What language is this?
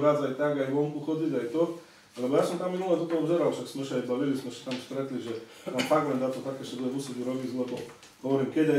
Slovak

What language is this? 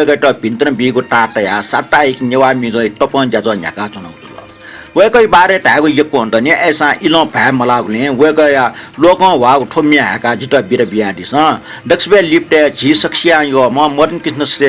Newari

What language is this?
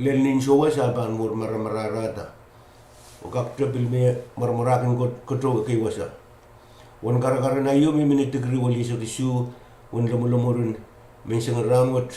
Pohnpeian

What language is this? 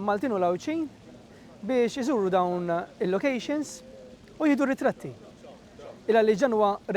Maltese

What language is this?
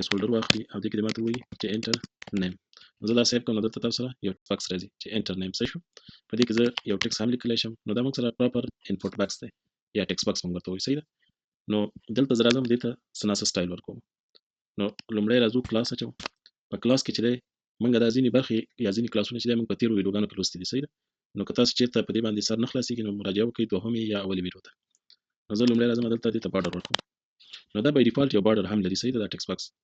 Pashto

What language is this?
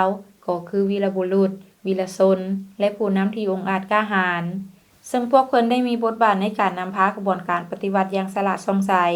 Lao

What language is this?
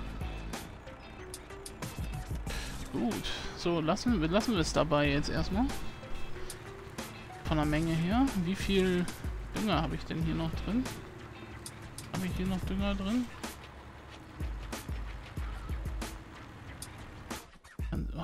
German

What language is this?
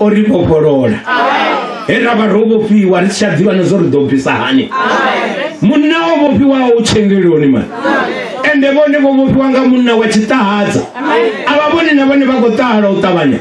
Venda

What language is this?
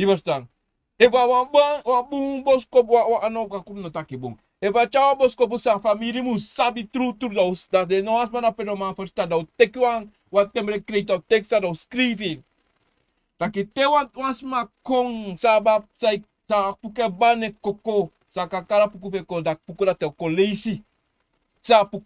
Sranan Tongo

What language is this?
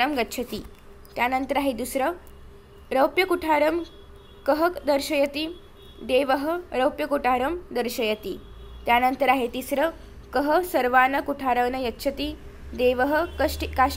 Marathi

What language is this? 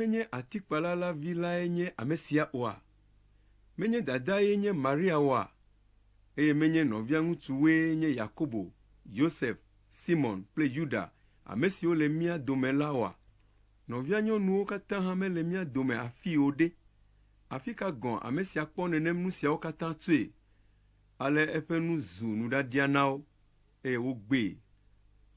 Ewe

